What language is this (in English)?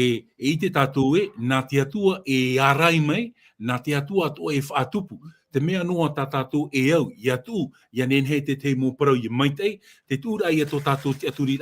Tahitian